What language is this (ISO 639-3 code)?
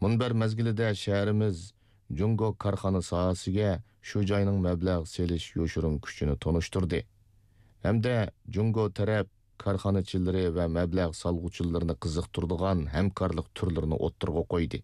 uig